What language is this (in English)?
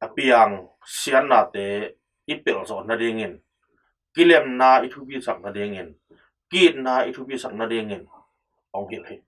Tedim Chin